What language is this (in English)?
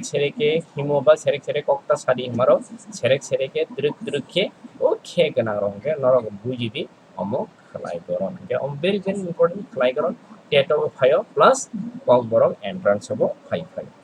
Kok Borok